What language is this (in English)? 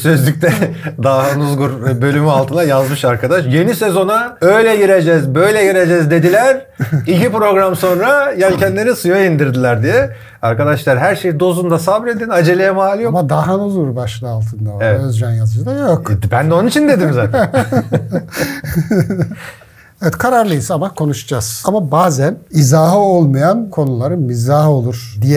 Turkish